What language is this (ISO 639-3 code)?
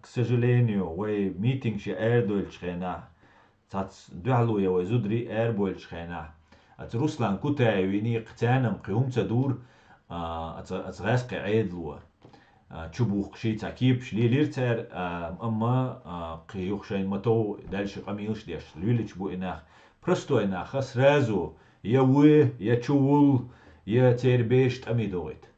che